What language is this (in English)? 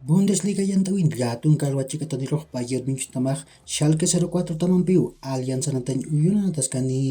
Aymara